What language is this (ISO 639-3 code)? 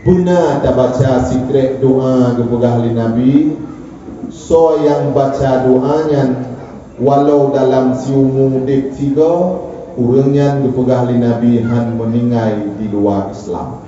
ace